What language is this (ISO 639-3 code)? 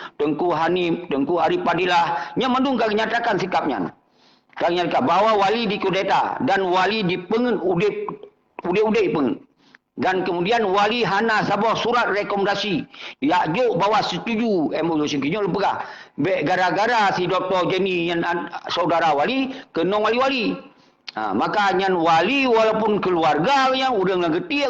ace